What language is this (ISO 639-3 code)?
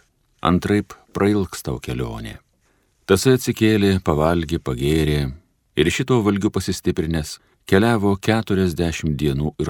lit